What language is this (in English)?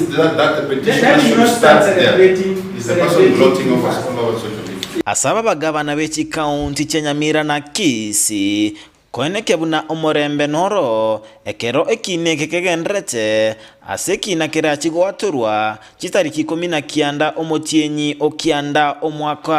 Gusii